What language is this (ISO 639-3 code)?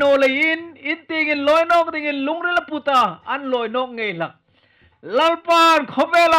hmr